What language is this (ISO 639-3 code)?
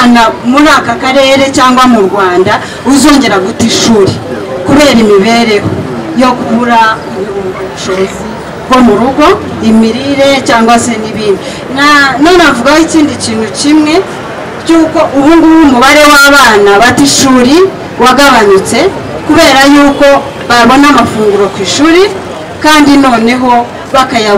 kin